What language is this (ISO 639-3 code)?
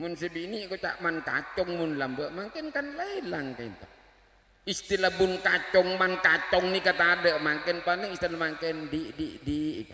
mad